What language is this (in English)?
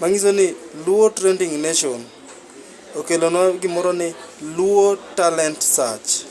Luo (Kenya and Tanzania)